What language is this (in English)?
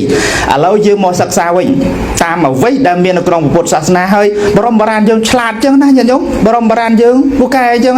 Khmer